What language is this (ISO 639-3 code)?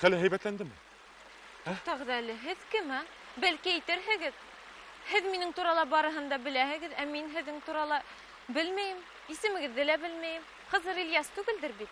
bak